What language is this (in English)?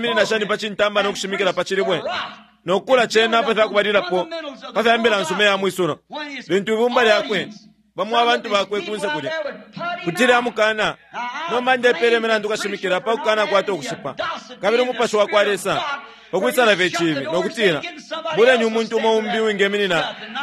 Bemba